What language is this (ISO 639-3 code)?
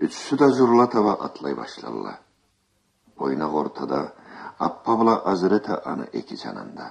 krc